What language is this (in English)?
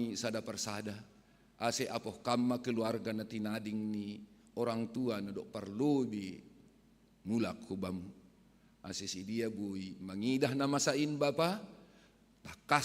Batak Simalungun